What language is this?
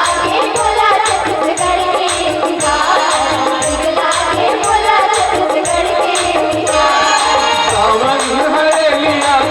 Chhattisgarhi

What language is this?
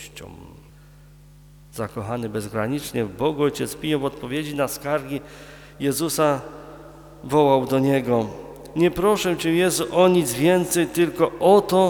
Polish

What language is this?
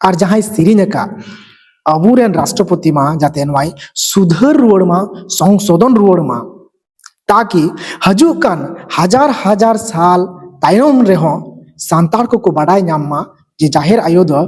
Santali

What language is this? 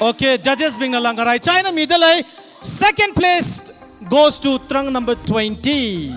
Tangkhul Naga (India)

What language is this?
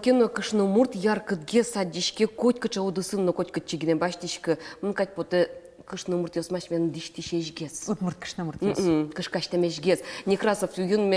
Udmurt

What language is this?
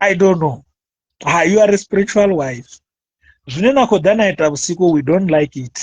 Venda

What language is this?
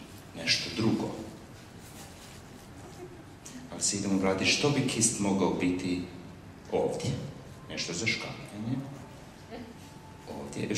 Croatian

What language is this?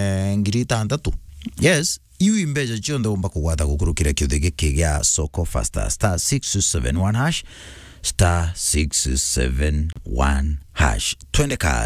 Meru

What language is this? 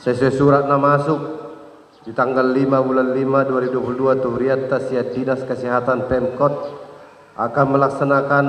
Batak Toba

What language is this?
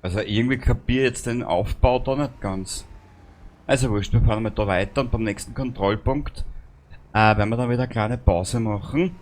Bavarian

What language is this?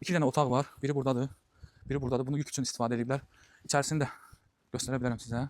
Azerbaijani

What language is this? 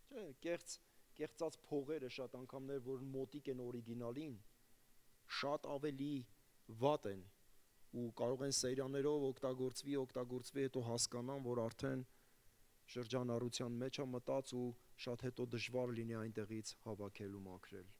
Armenian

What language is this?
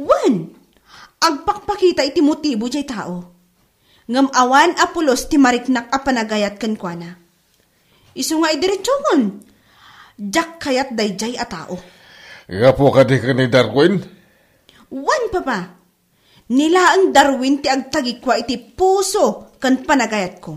Iloko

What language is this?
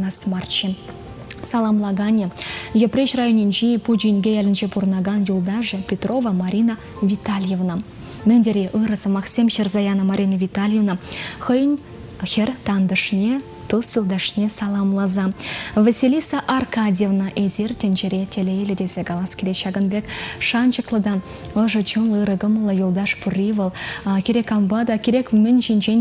Chuvash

